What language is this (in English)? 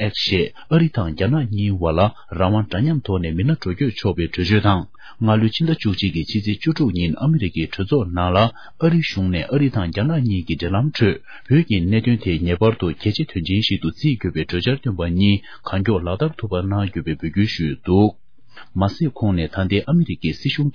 Tibetan